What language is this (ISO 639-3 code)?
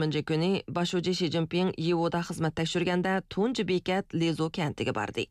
uig